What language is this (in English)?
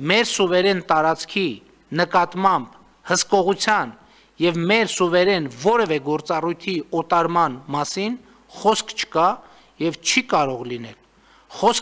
Armenian